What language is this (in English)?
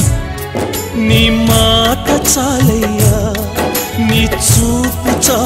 Telugu